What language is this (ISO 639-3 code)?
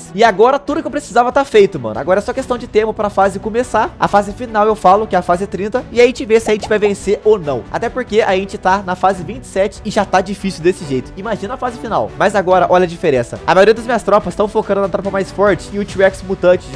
por